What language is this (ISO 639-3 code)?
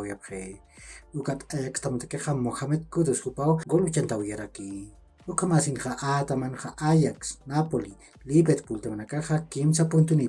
aym